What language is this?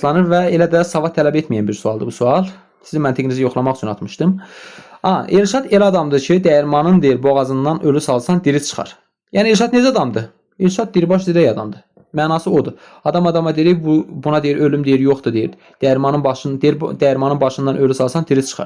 Azerbaijani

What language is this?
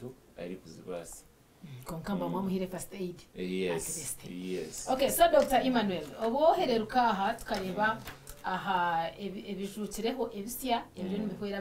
Nyankole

